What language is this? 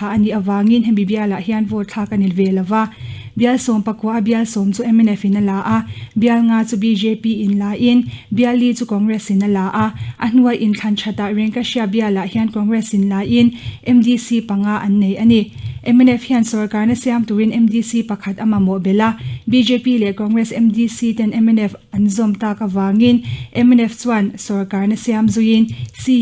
Mizo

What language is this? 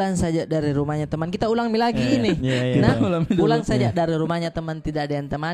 Makassar Malay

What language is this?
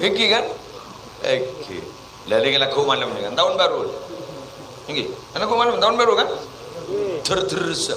Madurese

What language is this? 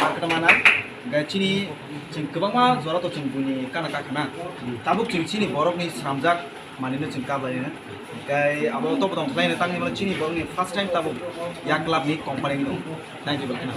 Kok Borok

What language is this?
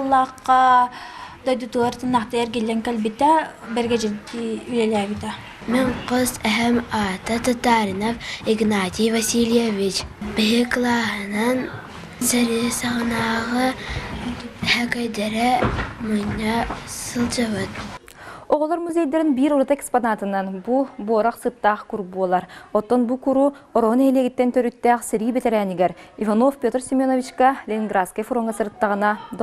Yakut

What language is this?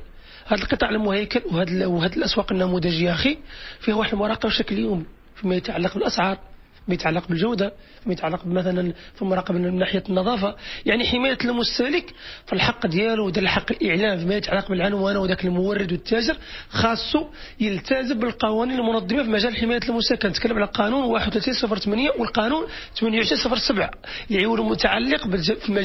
Moroccan Arabic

